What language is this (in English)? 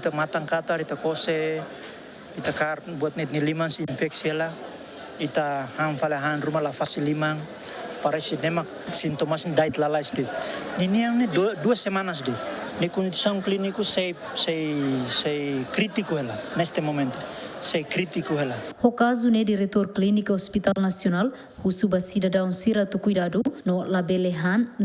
Tetum